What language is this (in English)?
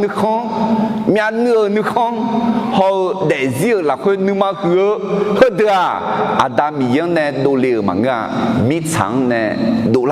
Akha